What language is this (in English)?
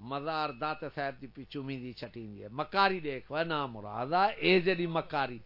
Saraiki